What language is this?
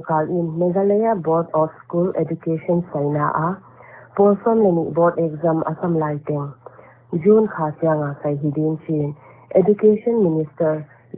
Paite Chin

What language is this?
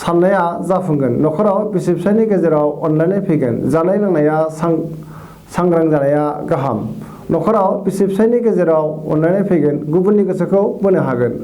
Bodo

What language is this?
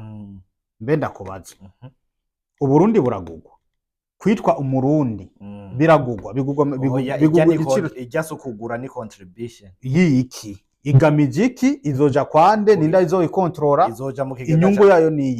Rundi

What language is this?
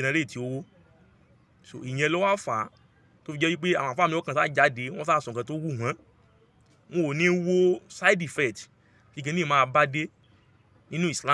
Yoruba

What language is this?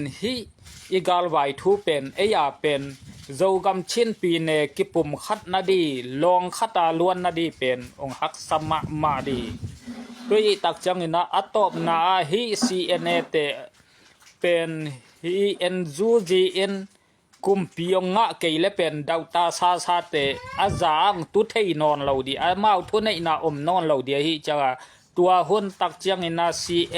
Tedim Chin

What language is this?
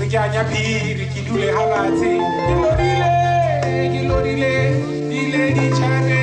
Tswana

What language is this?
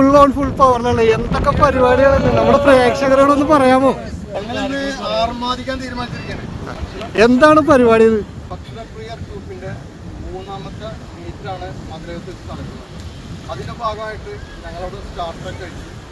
Malayalam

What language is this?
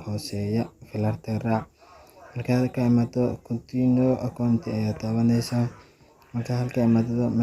Somali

